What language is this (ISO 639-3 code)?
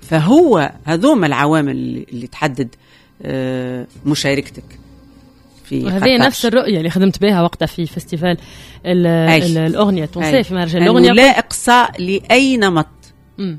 aeb